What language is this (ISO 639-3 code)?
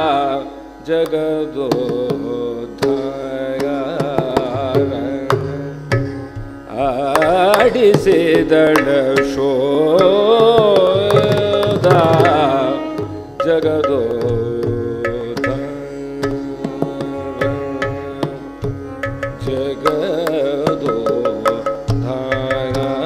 kan